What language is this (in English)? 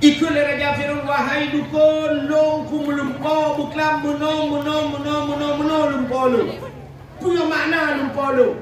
Achinese